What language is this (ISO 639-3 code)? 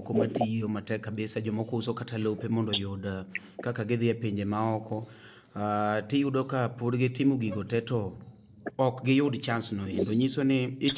luo